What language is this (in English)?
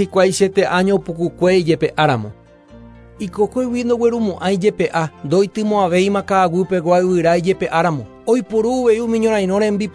Guarani